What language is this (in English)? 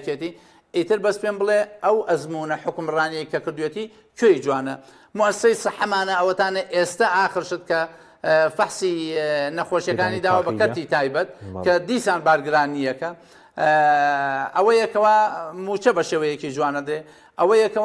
Central Kurdish